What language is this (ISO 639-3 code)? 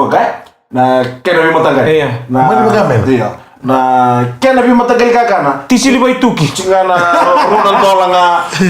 fij